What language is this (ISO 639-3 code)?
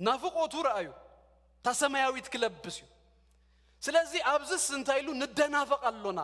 tir